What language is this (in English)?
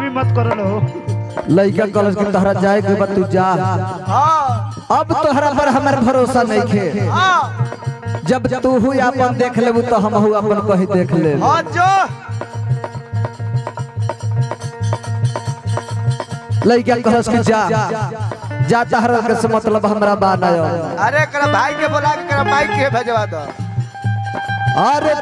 Bhojpuri